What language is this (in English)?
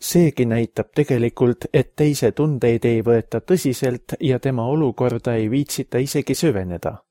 Estonian